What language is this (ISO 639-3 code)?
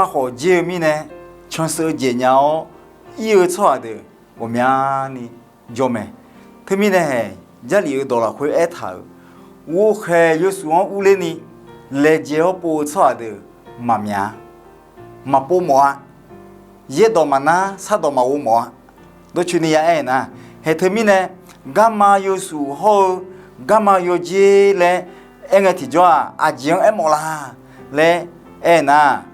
ahk